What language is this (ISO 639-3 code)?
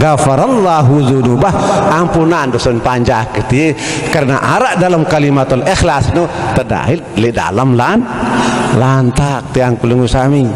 sas